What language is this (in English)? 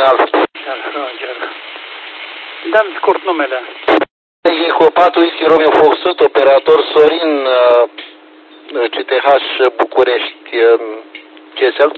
Romanian